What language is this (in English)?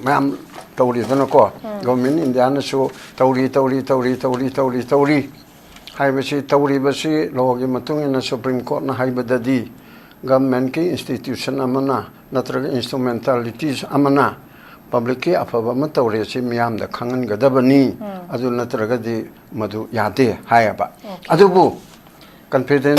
Manipuri